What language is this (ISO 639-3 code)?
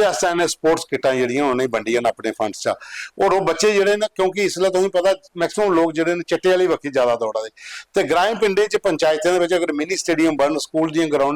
doi